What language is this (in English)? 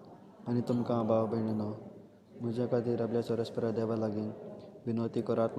Konkani